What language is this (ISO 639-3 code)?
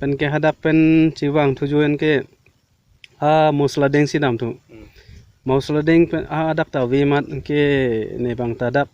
mjw